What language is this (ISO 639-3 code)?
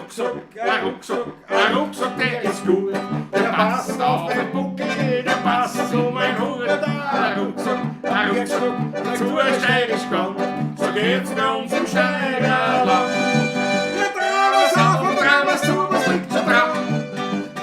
bar